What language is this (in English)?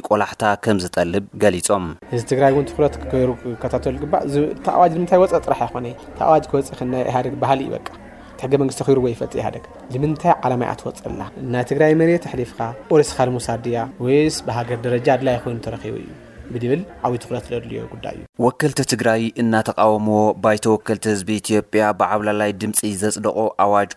Tigrinya